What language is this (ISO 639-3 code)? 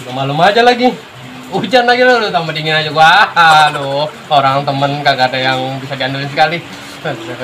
bew